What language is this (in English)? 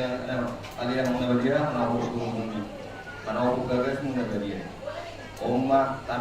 Batak Toba